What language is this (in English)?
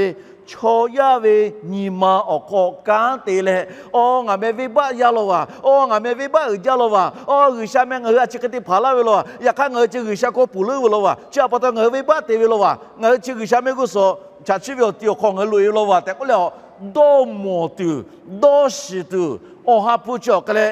Lahu